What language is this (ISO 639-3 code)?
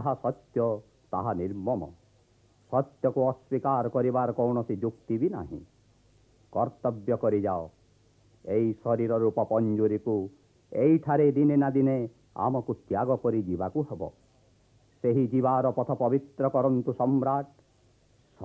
ori